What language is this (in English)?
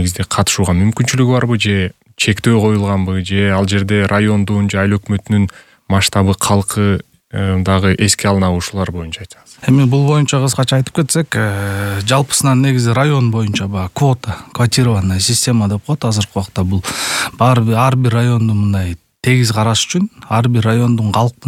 Kyrgyz